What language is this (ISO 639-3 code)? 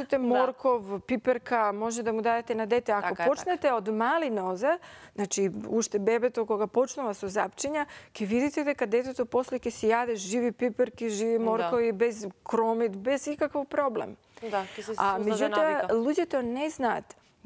mkd